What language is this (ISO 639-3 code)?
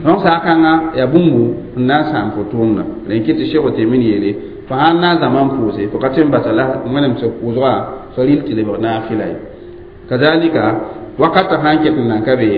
mos